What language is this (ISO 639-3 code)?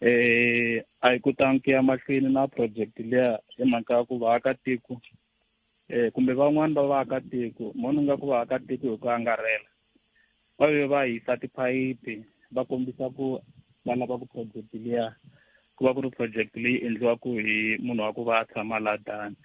tso